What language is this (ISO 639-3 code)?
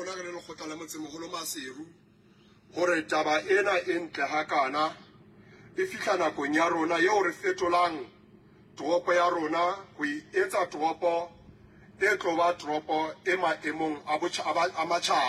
sot